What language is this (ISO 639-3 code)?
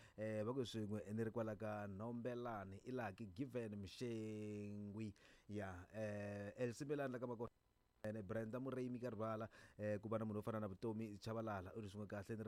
tso